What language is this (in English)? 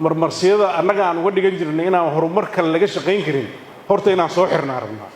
Somali